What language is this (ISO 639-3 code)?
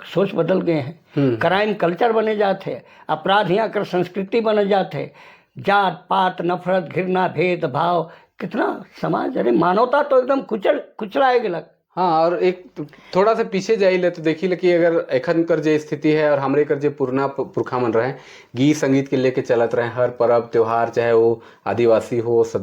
sck